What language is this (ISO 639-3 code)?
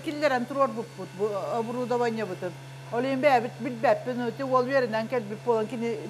sah